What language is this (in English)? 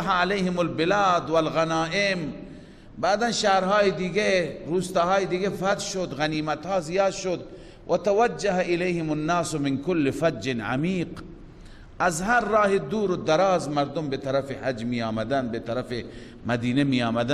Persian